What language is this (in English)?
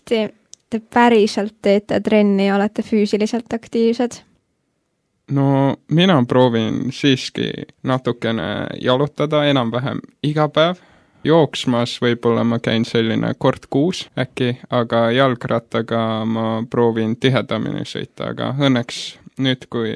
Estonian